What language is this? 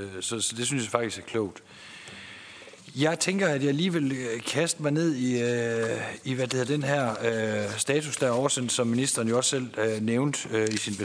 Danish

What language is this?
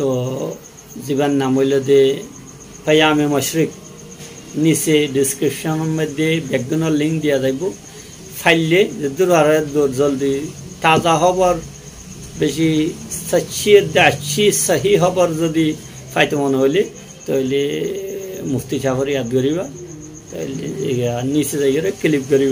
Rohingya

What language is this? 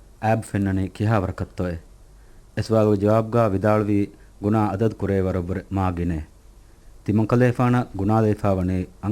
Divehi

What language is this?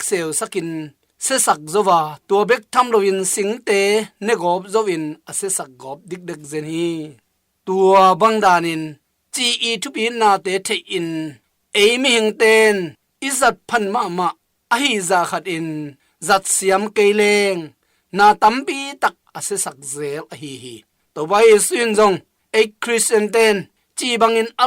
Tedim Chin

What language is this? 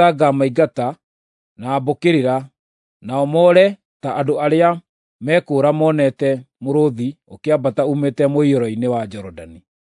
Kikuyu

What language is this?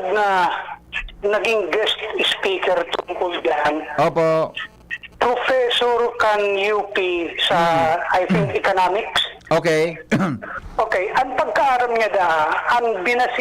Bikol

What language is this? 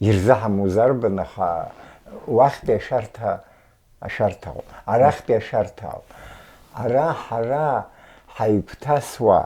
Abkhazian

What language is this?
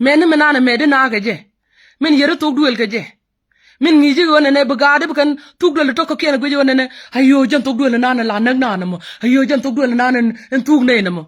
Nuer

